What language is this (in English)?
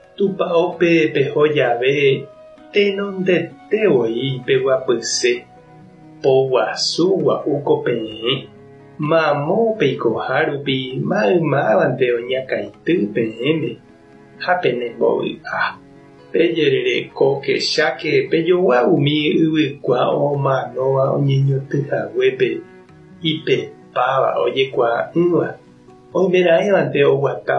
Guarani